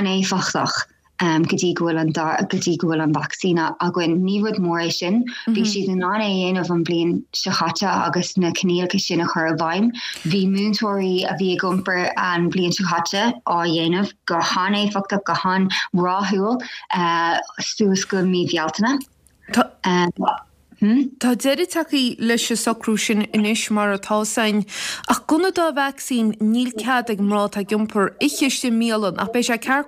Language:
Irish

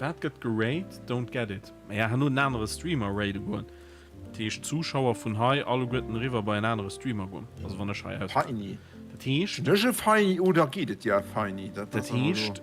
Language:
Luxembourgish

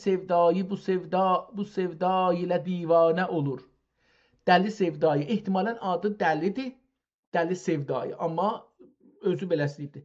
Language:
South Azerbaijani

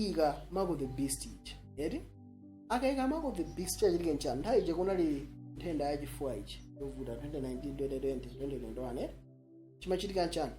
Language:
Nyanja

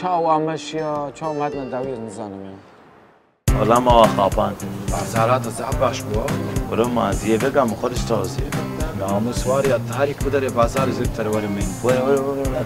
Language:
Kurdish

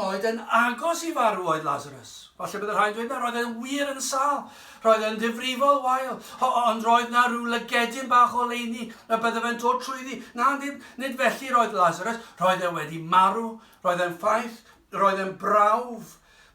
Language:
Welsh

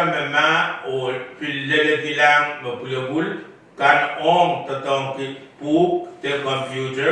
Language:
Pohnpeian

